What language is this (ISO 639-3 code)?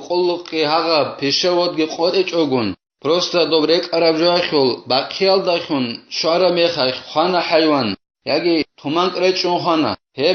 ava